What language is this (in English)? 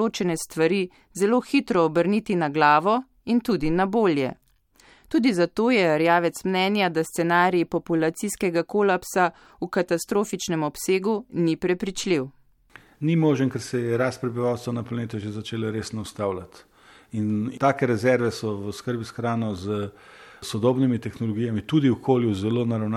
Slovenian